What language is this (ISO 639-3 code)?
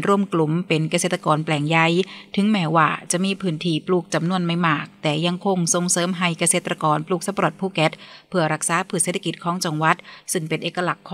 tha